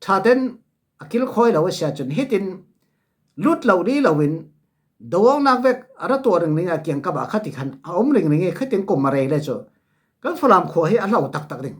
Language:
Falam Chin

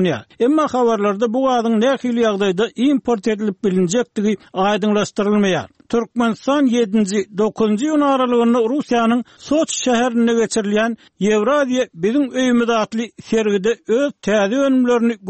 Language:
Turkmen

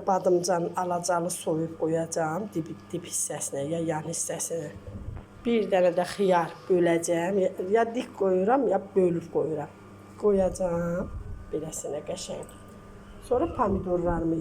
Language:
Azerbaijani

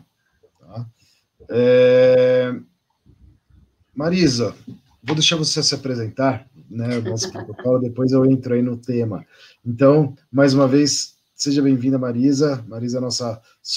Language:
Portuguese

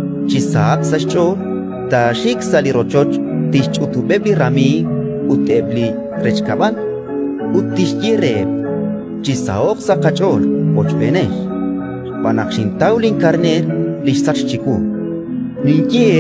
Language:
Kekchí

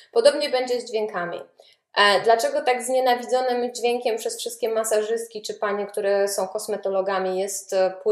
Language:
Polish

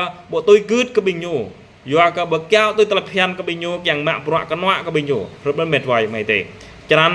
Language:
Jarai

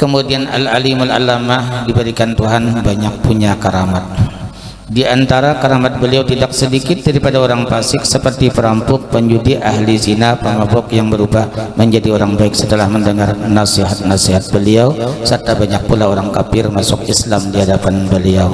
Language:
Banjar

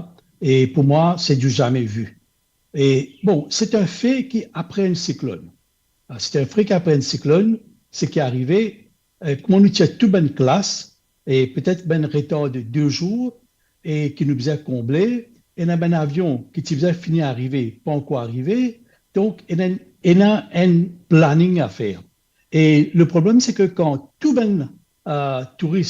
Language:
Morisyen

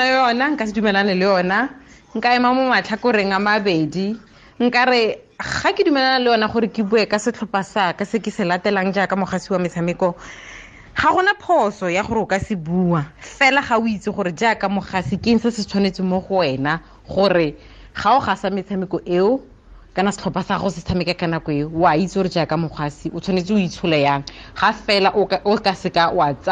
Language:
Tswana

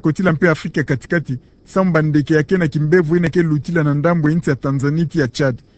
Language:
Kituba (Democratic Republic of Congo)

